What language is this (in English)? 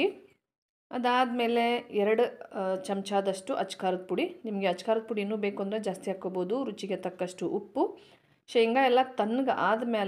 Kannada